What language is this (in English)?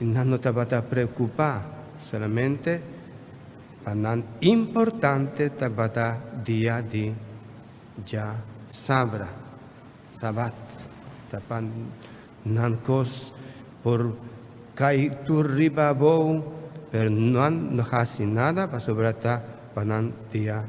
Papiamento